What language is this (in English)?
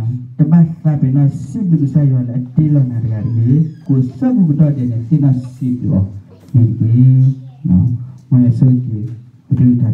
S'gaw Karen